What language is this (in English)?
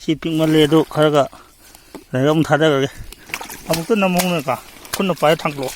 Manipuri